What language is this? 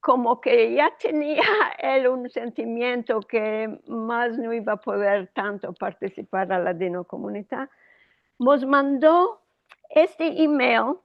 Ladino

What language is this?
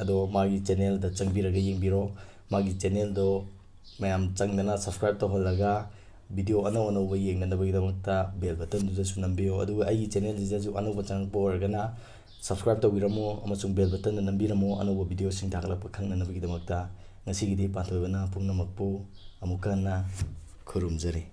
Manipuri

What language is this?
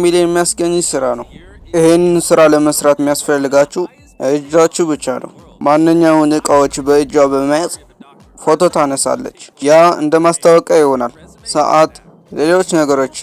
Amharic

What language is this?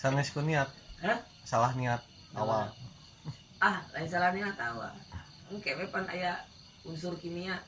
Sundanese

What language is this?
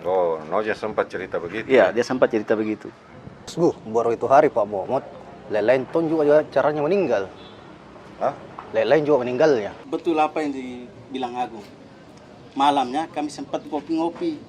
Makassar Malay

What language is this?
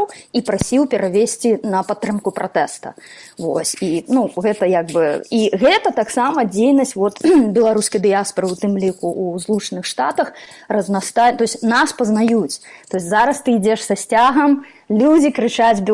Belarusian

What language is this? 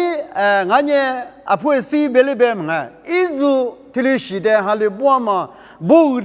Lisu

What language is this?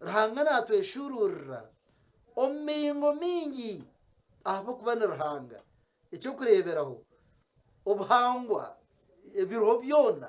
Nyankole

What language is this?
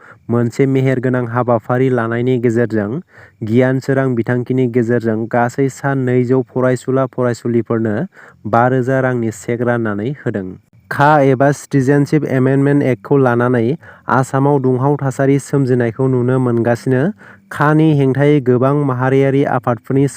Bodo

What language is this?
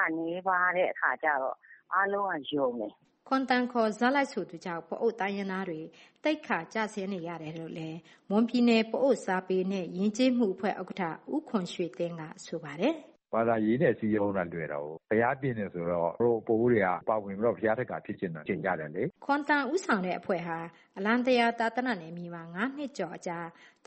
Burmese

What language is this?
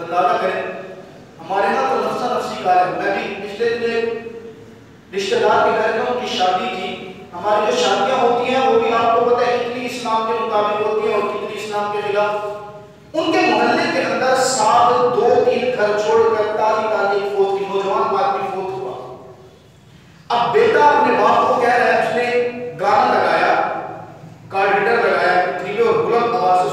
Urdu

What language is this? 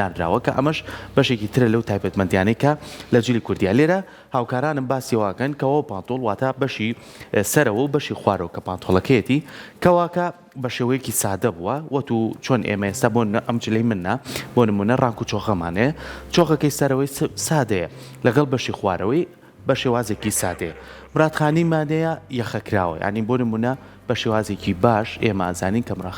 Central Kurdish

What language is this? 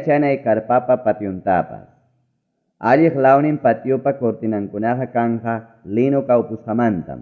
Ayacucho Quechua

